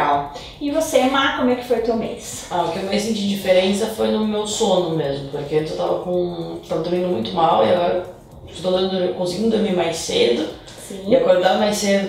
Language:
Portuguese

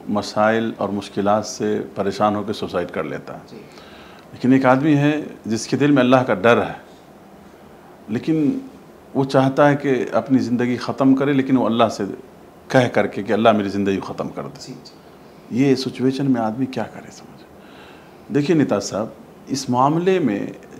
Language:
Urdu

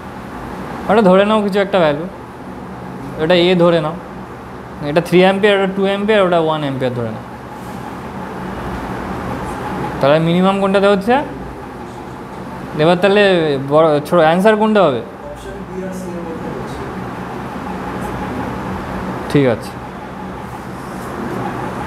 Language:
Bangla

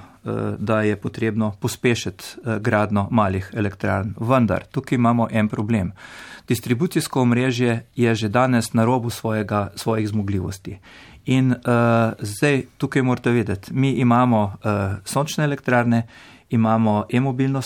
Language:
Slovenian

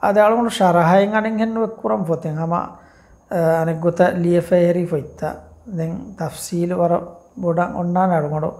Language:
Divehi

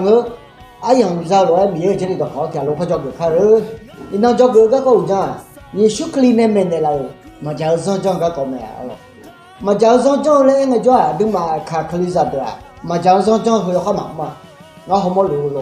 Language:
Akha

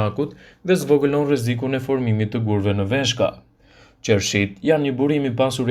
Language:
Albanian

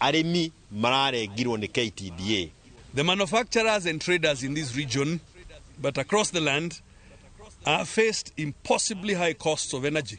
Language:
Kikuyu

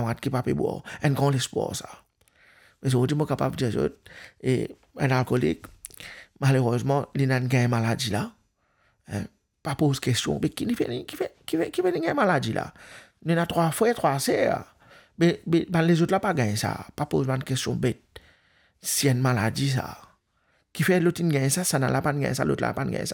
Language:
Morisyen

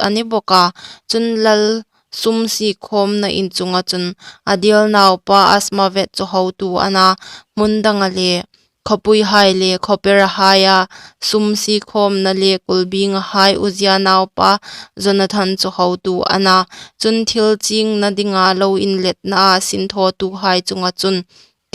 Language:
Hmar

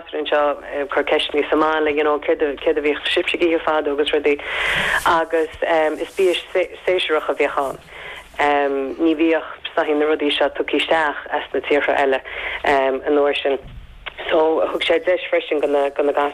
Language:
Irish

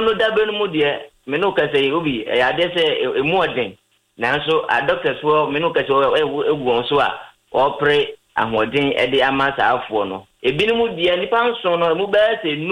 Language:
Akan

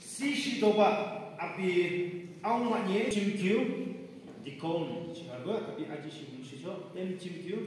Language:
Yimchungru Naga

